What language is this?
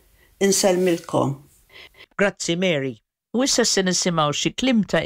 Maltese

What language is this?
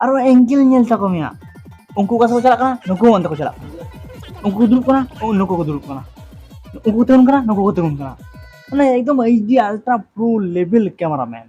Santali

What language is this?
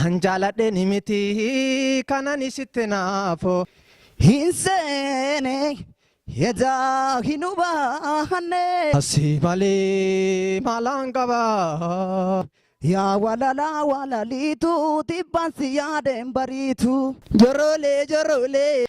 Oromo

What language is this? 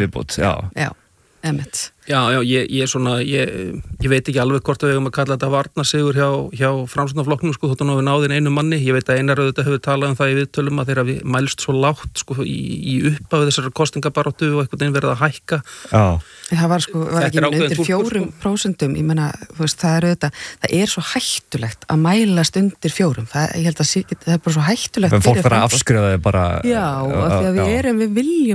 Icelandic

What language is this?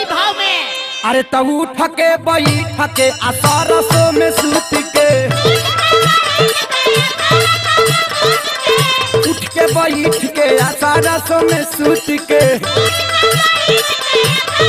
Bhojpuri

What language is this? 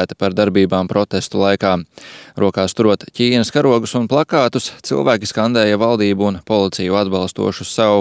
Latvian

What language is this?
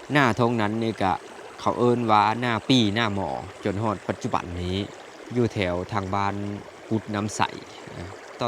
Lao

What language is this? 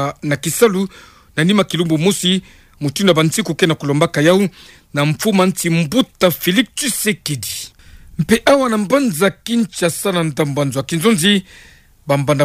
Kituba (Democratic Republic of Congo)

